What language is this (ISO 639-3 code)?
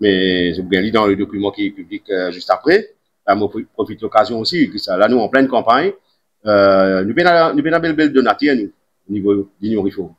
mfe